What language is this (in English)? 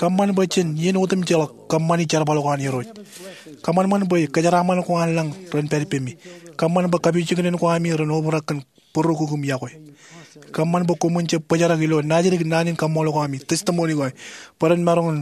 Marshallese